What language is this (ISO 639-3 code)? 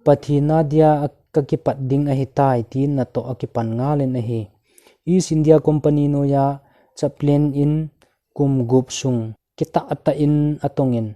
tcz